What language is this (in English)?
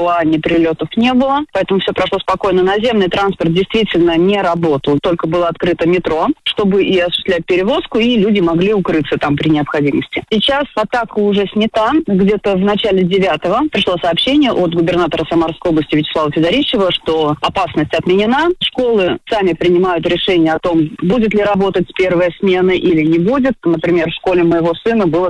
Russian